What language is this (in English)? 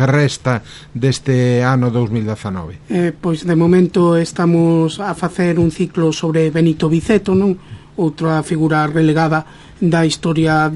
Galician